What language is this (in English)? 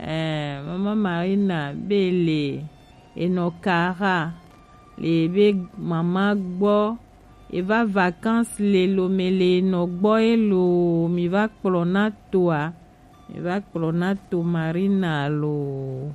Gen